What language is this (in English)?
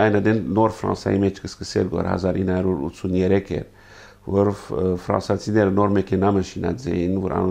Armenian